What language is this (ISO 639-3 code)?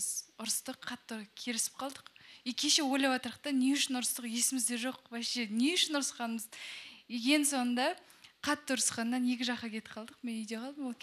kaz